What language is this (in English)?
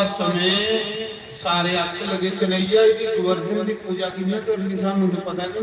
Dogri